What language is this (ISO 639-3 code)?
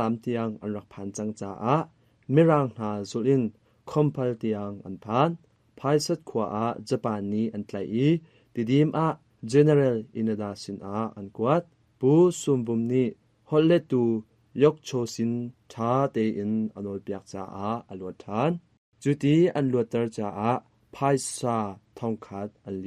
cnh